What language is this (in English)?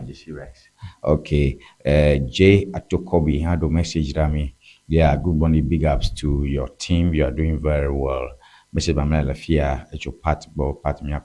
Ewe